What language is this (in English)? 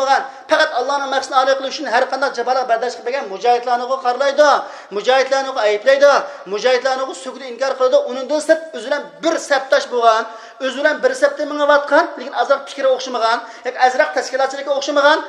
Uyghur